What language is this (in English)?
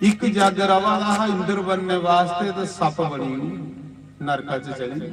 Dogri